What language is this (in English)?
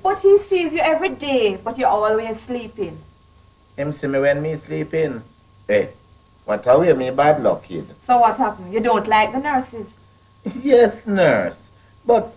Jamaican Creole English